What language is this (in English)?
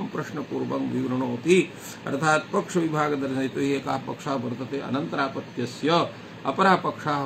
Sanskrit